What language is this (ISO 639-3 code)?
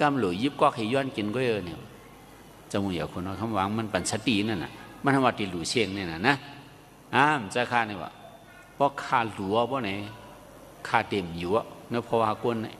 shn